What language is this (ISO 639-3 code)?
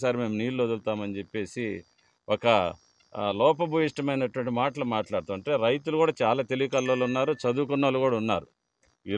tel